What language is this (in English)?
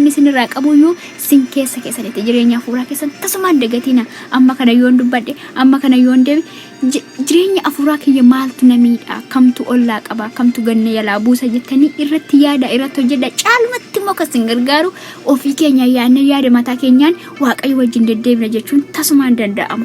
Oromo